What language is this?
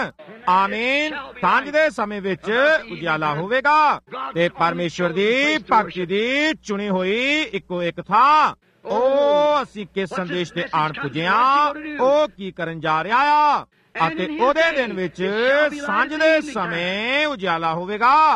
Punjabi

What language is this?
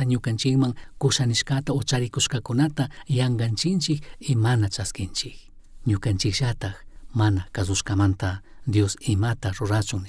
Chimborazo Highland Quichua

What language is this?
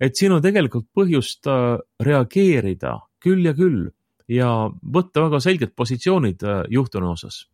Estonian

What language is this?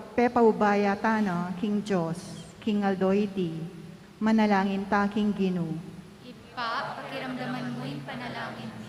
Pampanga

